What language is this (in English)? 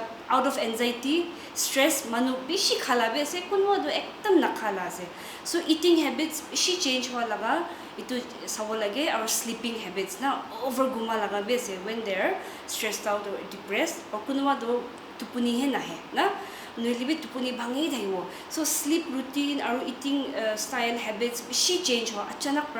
Naga Pidgin